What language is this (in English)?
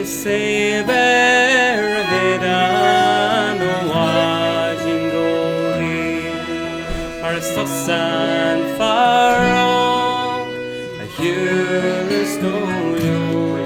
Irish